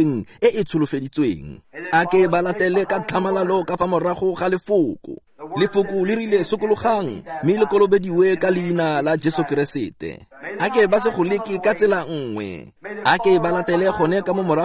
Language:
Tswana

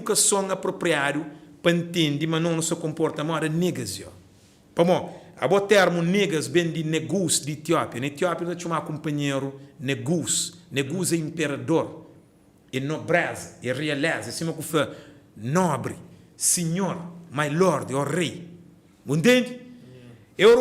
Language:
Kabuverdianu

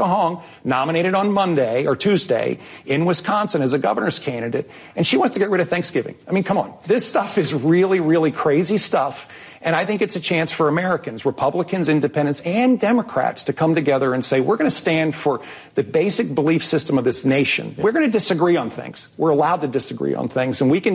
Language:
English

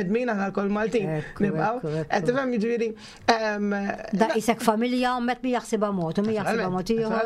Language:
Maltese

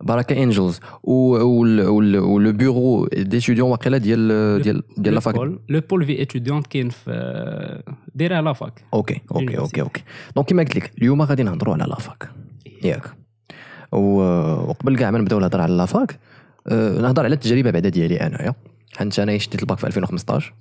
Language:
Moroccan Arabic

